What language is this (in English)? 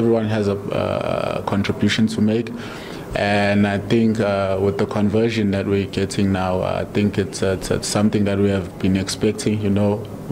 Venda